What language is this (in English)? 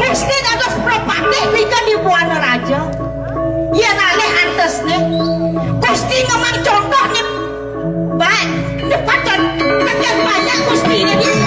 Balinese